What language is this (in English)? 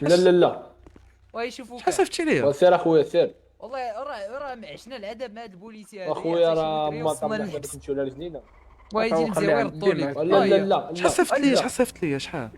Moroccan Arabic